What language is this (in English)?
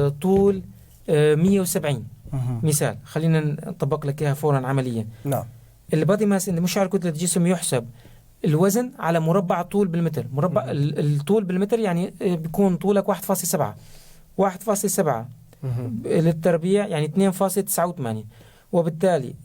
North Levantine Arabic